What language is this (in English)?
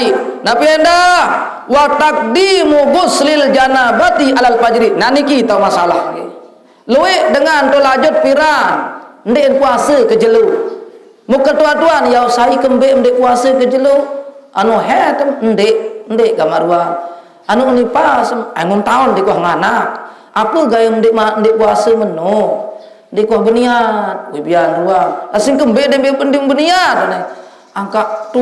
Sasak